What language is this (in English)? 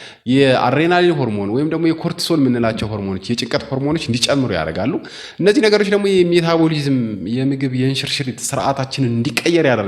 Amharic